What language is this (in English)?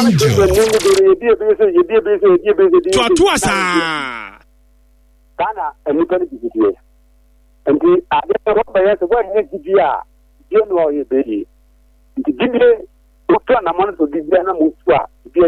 Akan